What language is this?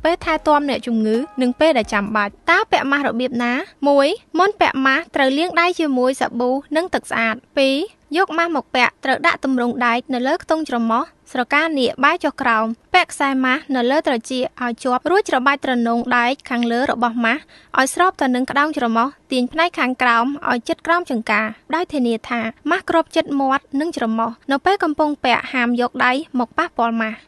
Khmer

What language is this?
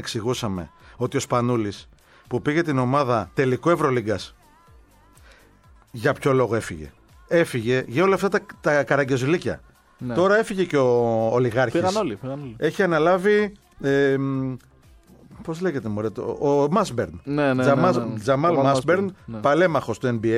Greek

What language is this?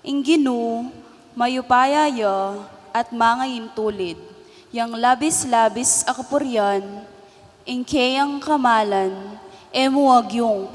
Pampanga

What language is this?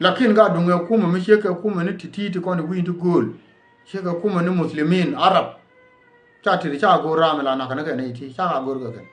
Nuer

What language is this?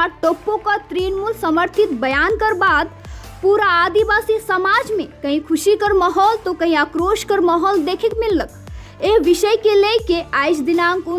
Sadri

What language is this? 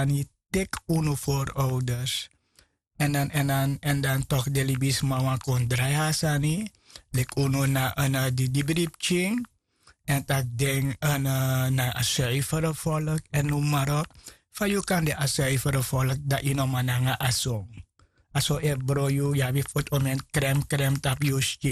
Sranan Tongo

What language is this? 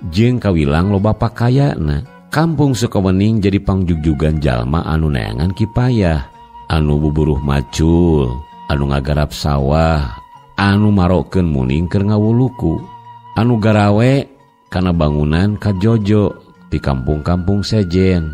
Sundanese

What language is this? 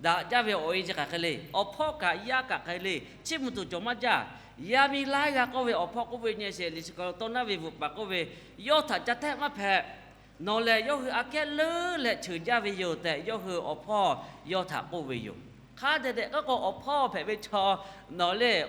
Lahu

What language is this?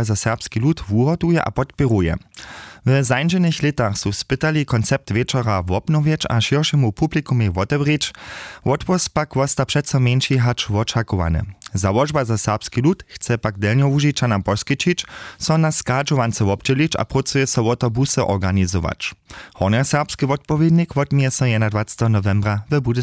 Upper Sorbian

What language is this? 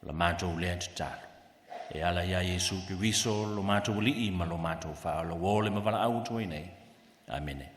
Samoan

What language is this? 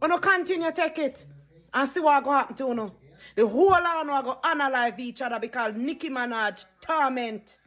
Jamaican Creole English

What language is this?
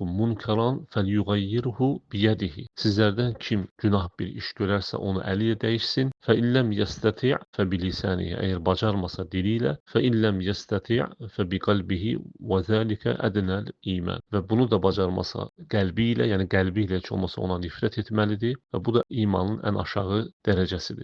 Azerbaijani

